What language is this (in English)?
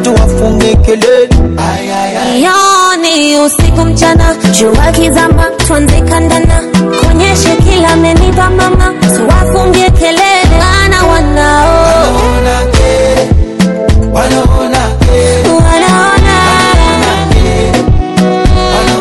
Swahili